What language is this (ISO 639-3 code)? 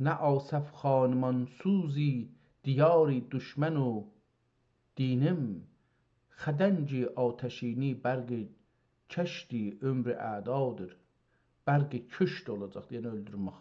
azb